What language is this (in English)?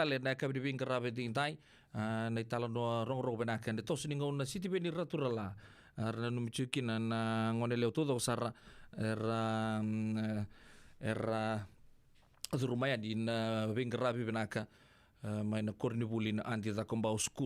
Fijian